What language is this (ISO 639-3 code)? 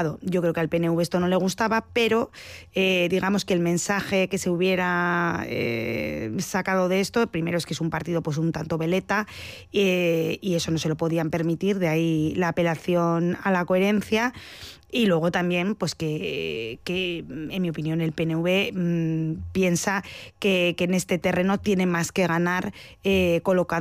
spa